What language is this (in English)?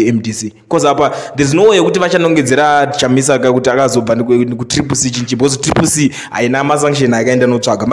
Shona